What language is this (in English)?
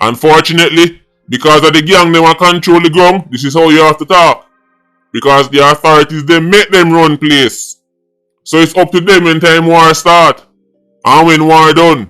Jamaican Creole English